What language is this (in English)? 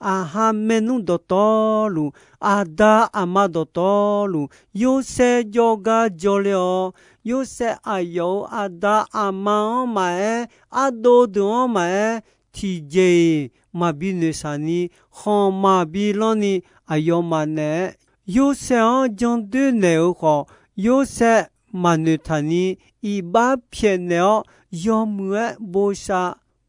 Akha